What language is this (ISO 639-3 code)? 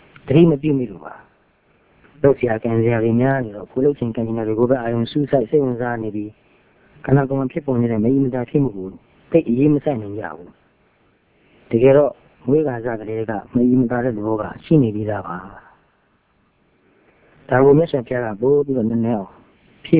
mya